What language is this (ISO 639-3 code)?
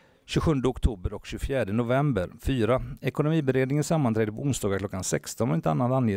swe